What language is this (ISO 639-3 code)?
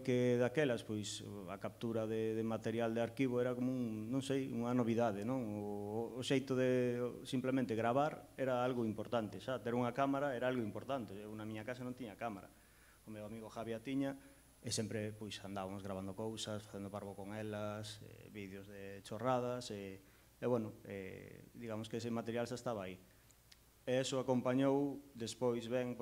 glg